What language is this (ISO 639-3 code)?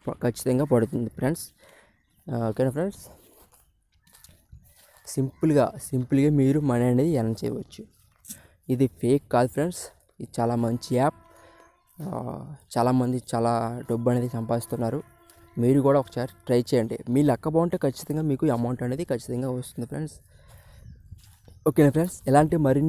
tel